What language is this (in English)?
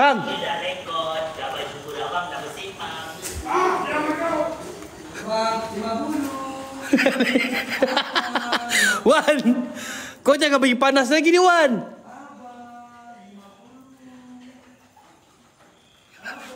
Malay